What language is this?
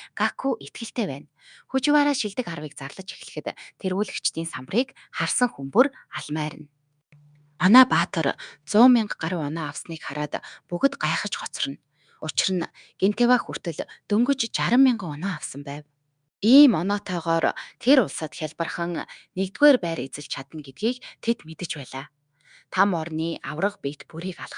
Mongolian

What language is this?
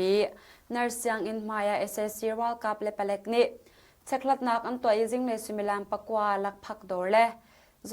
Hakha Chin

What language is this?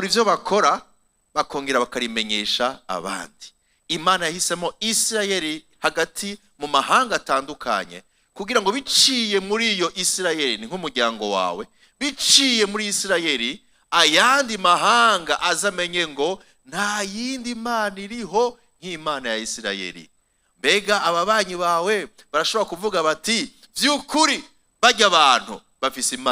Rundi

